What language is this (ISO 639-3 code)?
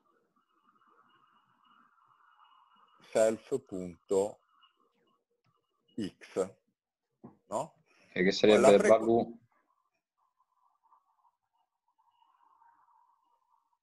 ita